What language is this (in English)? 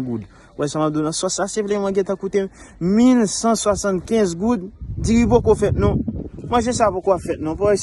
Haitian Creole